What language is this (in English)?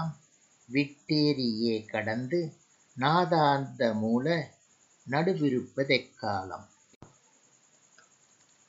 Tamil